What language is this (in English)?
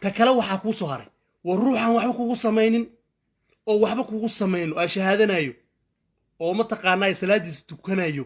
Somali